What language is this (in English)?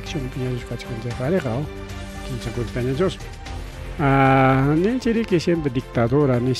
Ayacucho Quechua